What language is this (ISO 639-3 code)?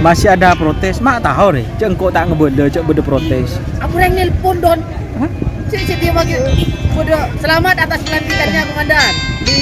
mad